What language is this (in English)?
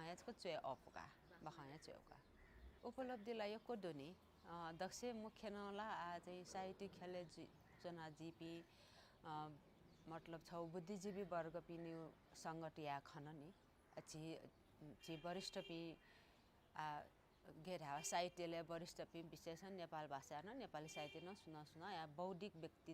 Newari